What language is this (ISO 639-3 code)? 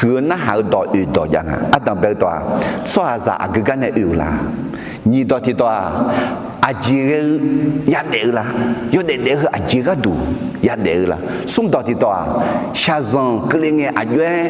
ahk